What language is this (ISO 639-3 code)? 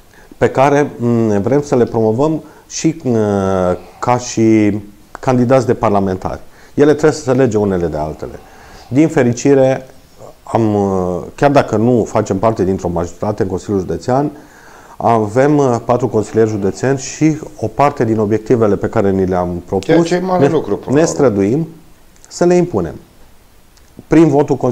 ron